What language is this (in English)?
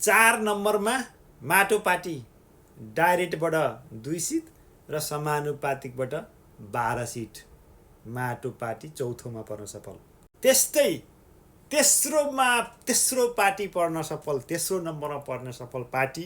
Nepali